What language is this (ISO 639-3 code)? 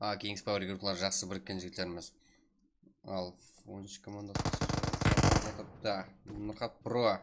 kaa